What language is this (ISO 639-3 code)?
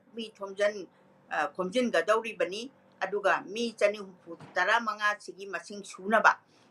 mni